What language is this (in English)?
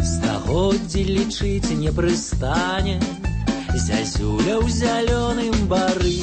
Belarusian